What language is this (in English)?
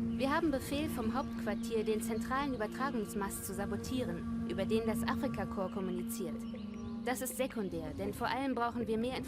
Bavarian